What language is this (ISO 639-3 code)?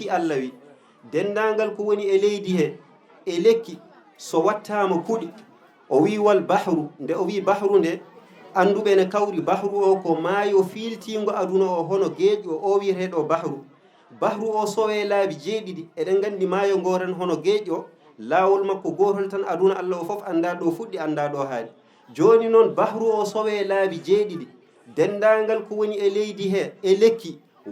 ful